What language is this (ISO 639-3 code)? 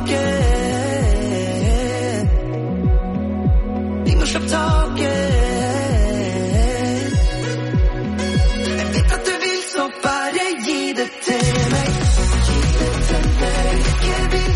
nor